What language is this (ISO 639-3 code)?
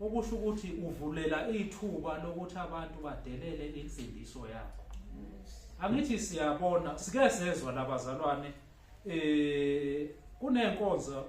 zul